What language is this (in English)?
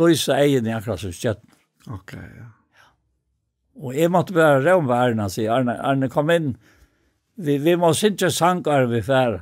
Faroese